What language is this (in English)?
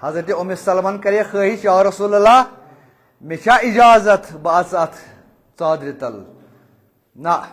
Kashmiri